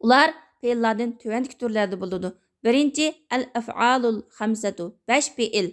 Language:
Uyghur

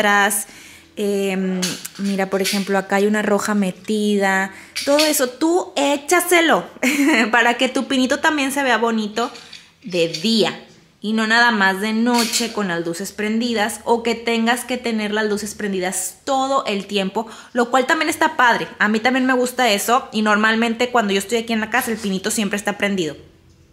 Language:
Spanish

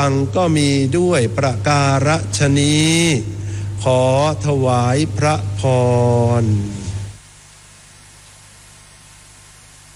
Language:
Thai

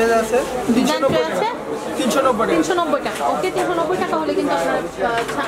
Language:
Bangla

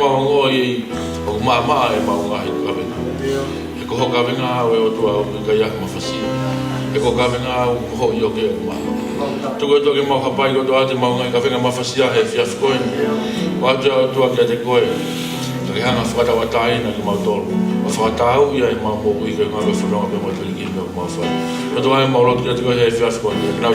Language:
Tongan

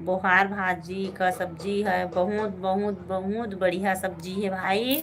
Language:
Chhattisgarhi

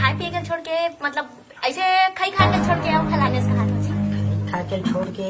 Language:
Chhattisgarhi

